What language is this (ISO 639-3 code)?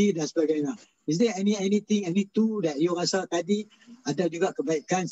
msa